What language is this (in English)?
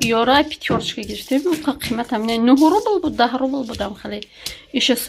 Tajik